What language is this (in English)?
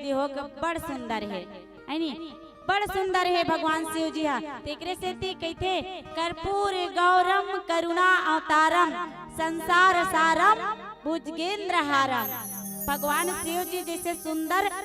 Chhattisgarhi